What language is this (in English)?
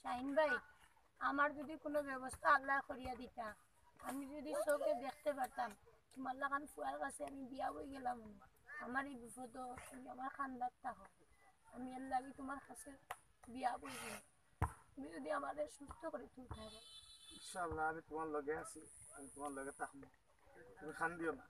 Sylheti